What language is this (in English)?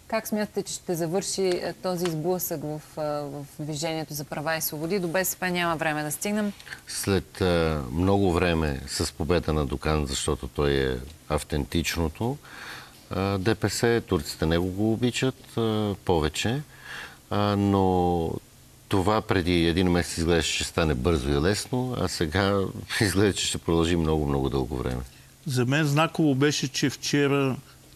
Bulgarian